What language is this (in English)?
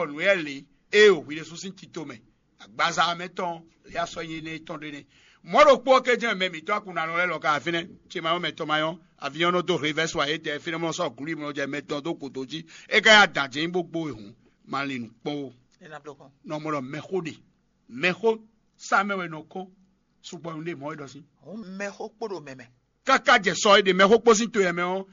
Fon